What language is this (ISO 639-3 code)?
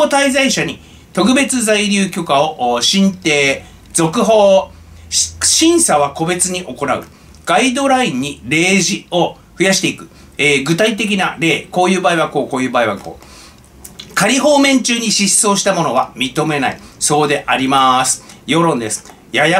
jpn